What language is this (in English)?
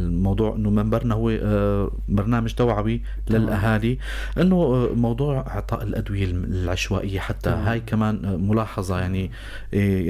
North Levantine Arabic